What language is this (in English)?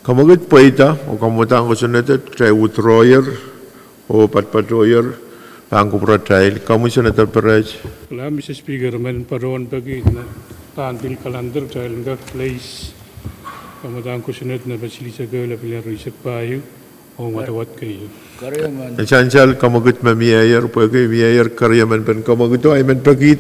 Pohnpeian